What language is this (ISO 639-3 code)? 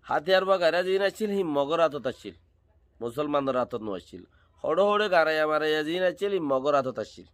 rhg